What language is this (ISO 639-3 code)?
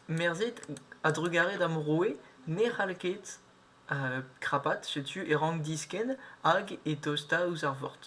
bre